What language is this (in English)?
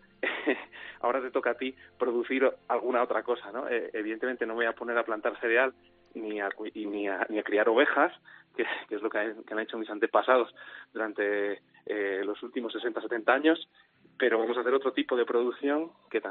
Spanish